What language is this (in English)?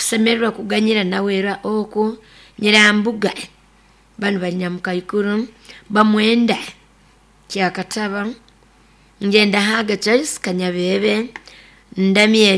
Nyoro